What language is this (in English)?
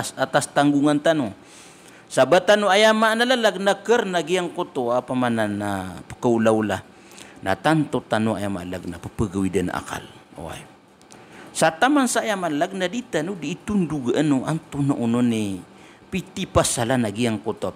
Maranao